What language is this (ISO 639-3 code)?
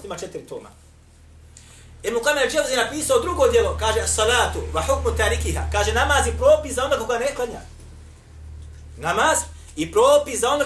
bos